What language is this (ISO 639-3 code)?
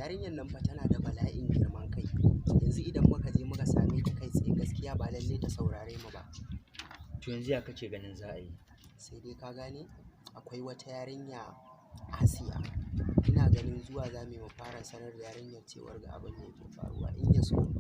hau